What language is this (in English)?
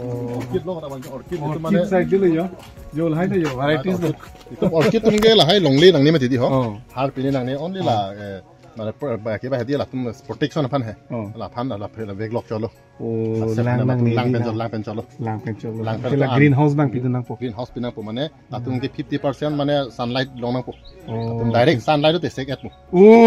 Karbi